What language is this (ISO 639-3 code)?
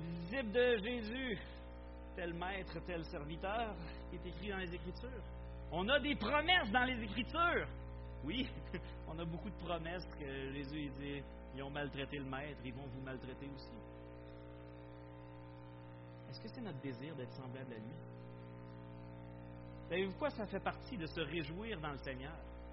fra